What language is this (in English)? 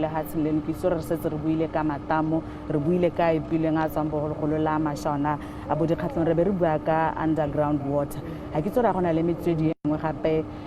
Tswana